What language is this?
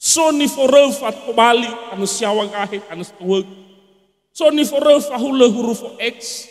Nias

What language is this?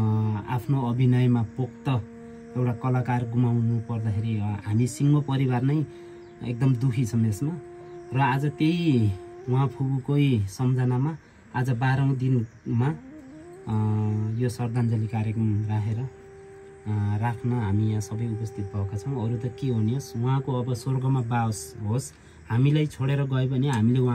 Nepali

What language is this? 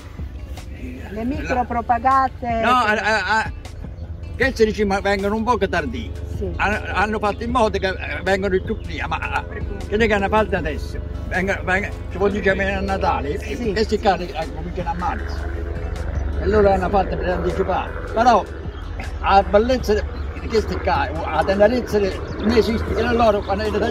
Italian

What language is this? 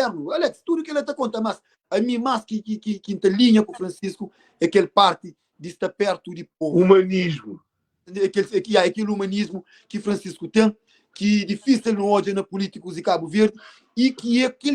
Kabuverdianu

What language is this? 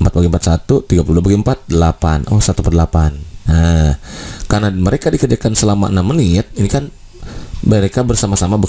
Indonesian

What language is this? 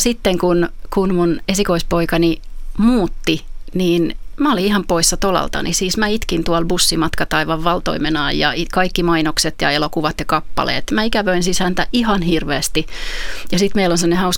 Finnish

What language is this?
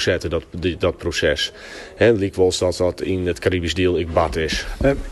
Western Frisian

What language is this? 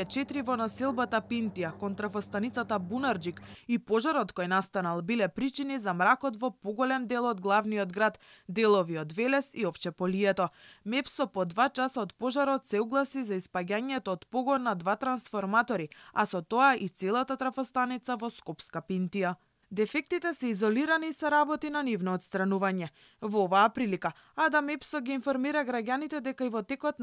Macedonian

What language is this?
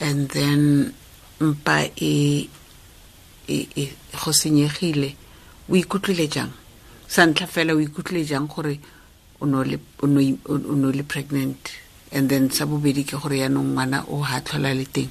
Tswana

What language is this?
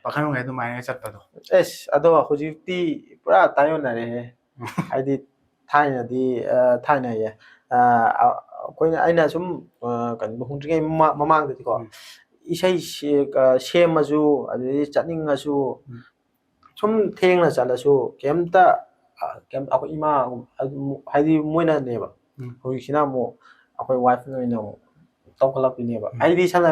Manipuri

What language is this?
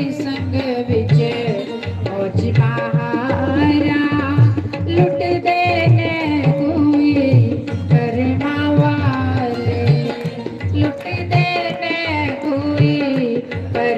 Dogri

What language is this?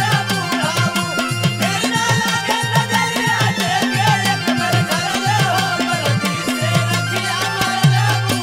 Bhojpuri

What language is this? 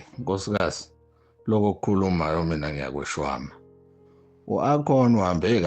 Zulu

